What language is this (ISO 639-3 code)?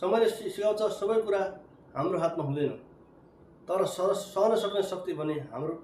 nep